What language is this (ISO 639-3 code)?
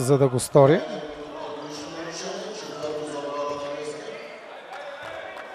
bul